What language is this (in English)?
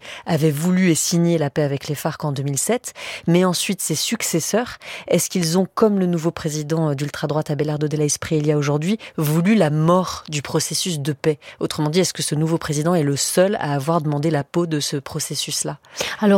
French